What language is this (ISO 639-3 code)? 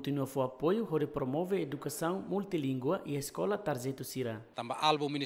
tet